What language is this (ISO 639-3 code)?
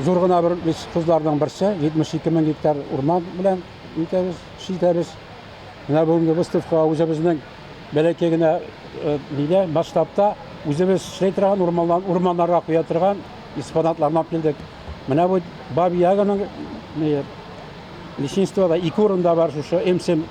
tat